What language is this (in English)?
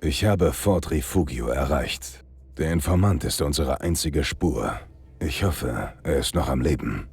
Bavarian